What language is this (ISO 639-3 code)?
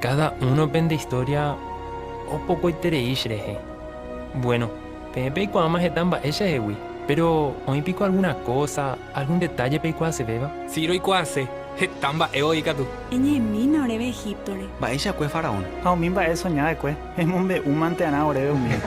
grn